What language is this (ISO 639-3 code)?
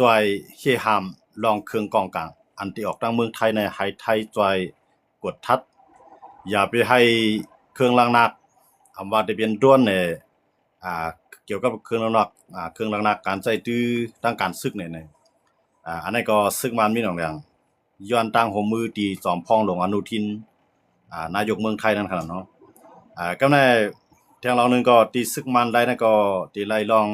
shn